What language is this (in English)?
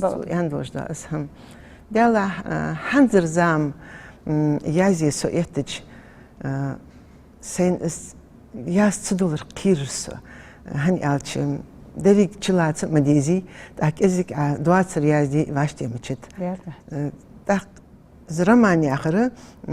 Ingush